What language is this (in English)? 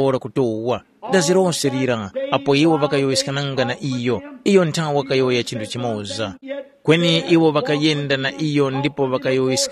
Tumbuka